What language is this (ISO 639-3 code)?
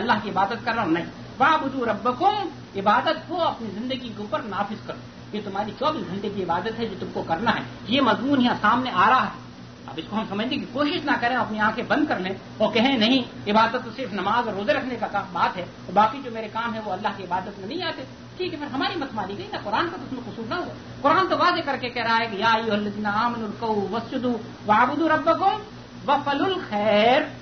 urd